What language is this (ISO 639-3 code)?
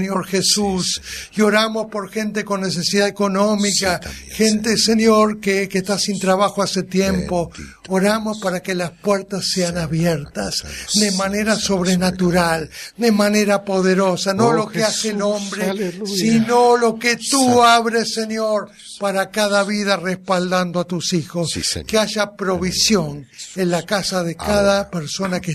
spa